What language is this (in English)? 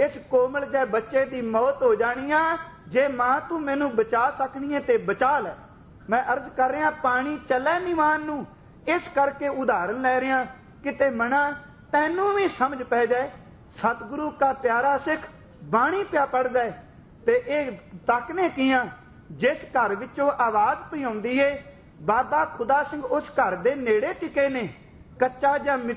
Punjabi